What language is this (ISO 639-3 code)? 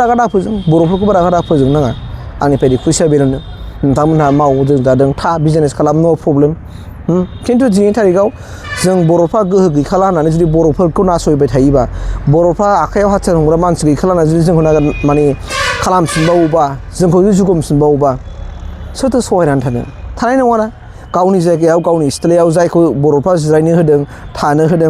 brx